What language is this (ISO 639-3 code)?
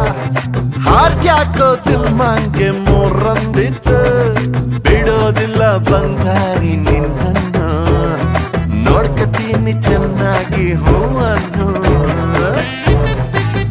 kan